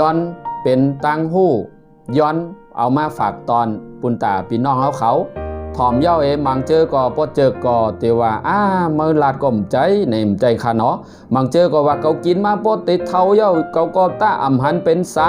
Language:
Shan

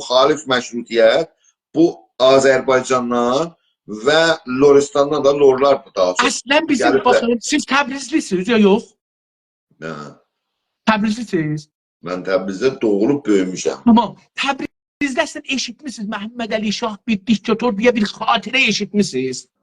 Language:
South Azerbaijani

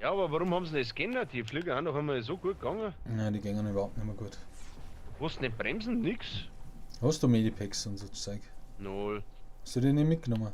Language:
Bavarian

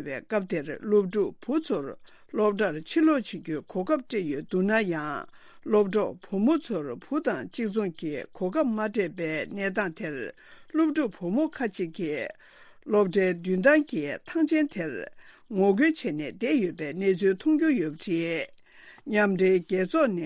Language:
Tibetan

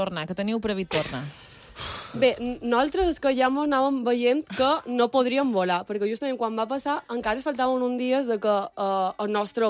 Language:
Catalan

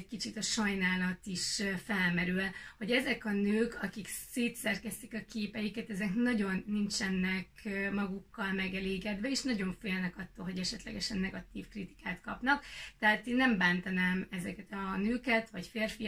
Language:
Hungarian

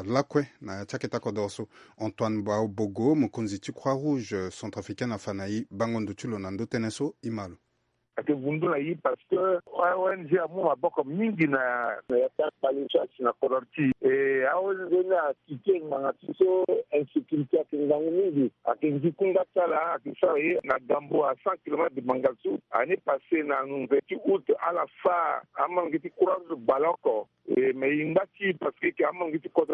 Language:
Sango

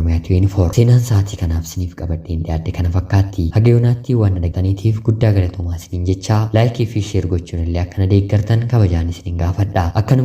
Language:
Oromo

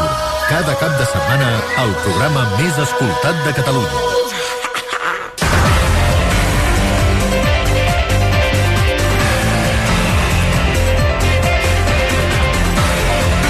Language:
Catalan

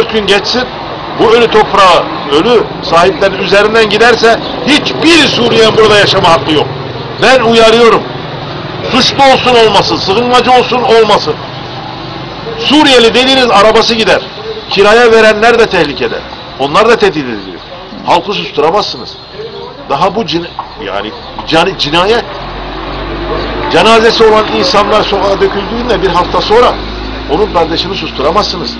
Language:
Turkish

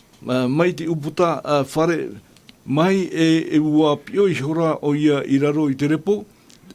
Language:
Tahitian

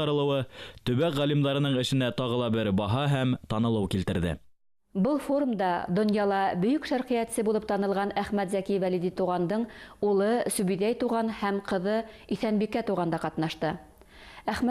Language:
Bashkir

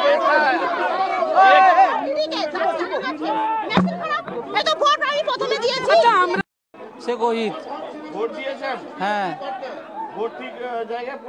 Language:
Bangla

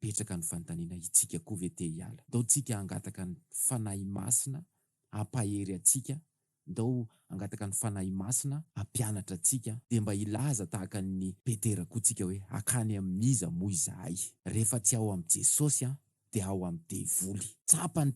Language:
Malagasy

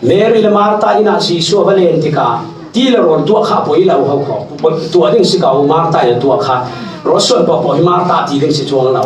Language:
Falam Chin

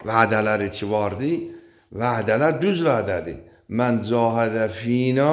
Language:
Azerbaijani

